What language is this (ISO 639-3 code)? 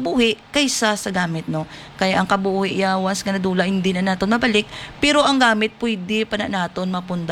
hil